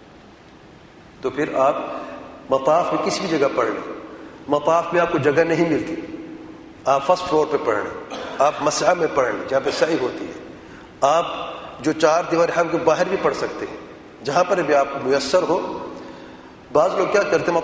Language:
Urdu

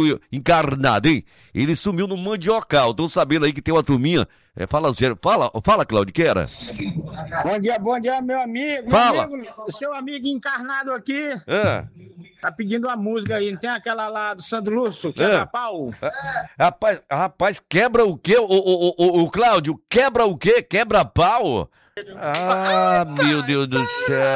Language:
Portuguese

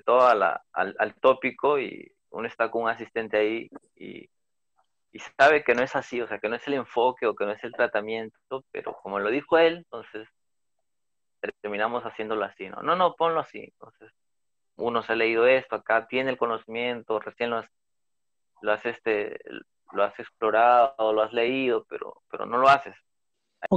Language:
Spanish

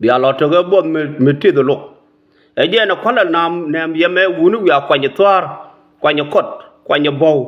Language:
Nuer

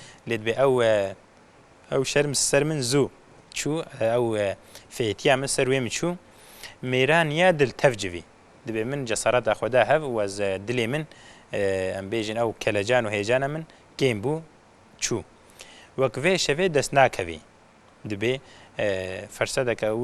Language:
Kurdish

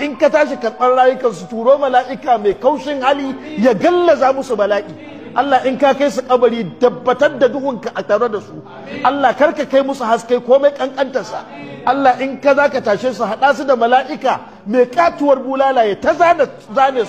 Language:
Hausa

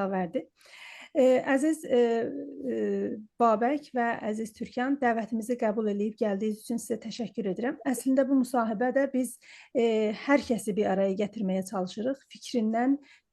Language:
South Azerbaijani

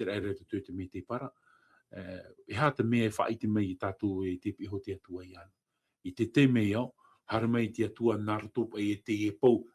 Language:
Tahitian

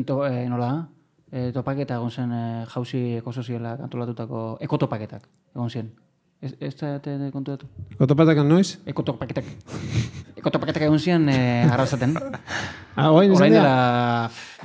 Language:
Basque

